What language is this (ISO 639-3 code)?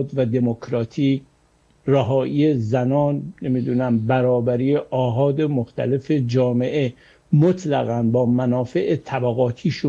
fas